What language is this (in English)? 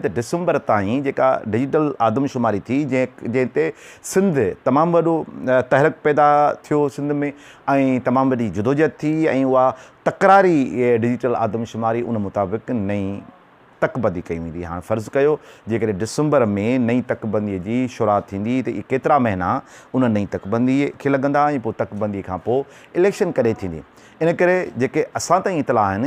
Sindhi